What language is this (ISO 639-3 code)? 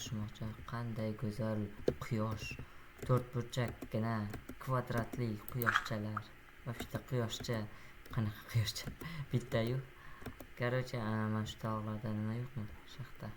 uzb